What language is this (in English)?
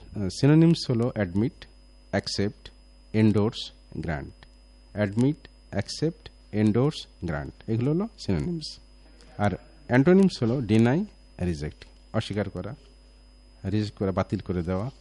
Bangla